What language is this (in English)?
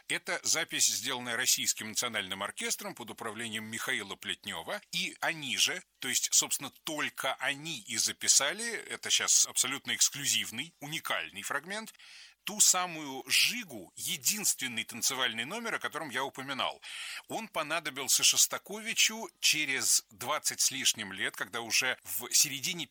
Russian